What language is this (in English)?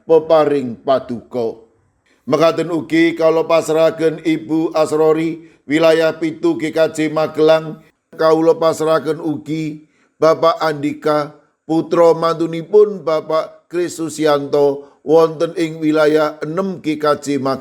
Javanese